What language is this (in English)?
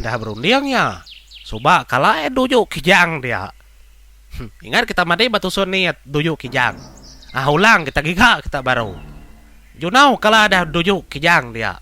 Iban